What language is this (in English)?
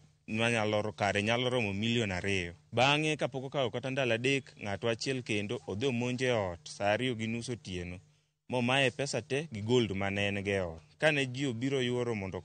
Luo (Kenya and Tanzania)